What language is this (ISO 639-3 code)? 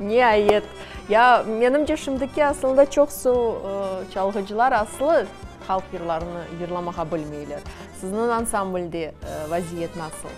crh